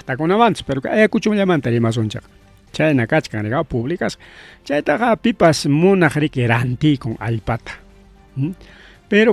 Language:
Ayacucho Quechua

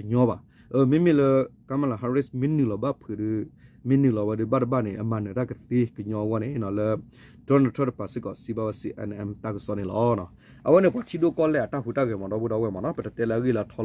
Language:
S'gaw Karen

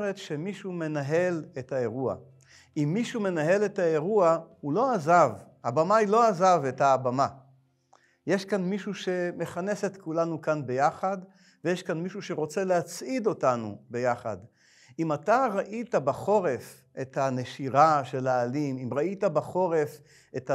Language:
Hebrew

